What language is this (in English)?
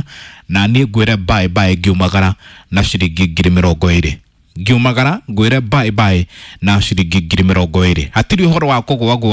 Kikuyu